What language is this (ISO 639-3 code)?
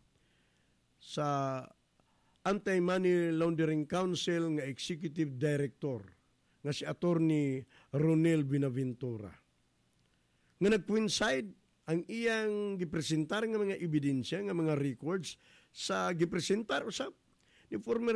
ceb